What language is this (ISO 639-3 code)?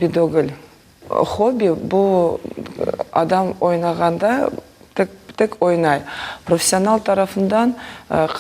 crh